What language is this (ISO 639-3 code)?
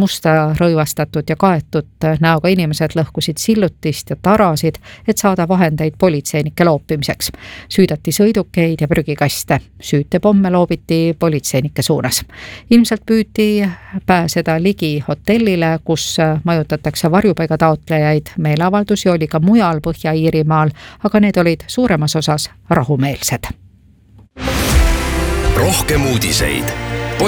est